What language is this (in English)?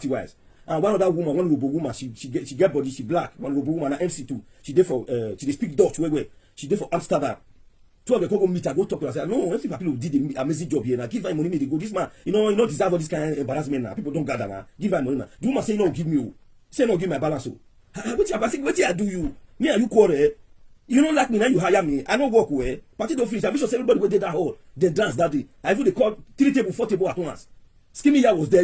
Nigerian Pidgin